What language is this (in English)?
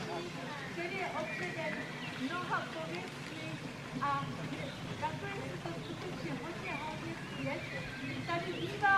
Czech